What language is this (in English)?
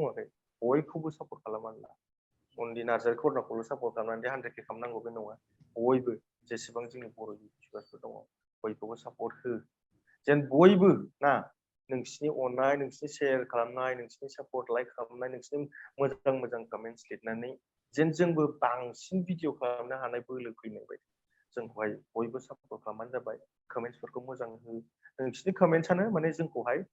Bodo